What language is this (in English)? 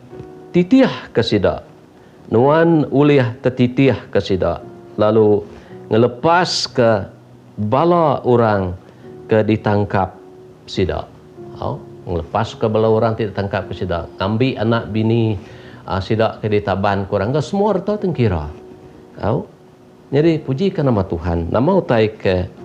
Iban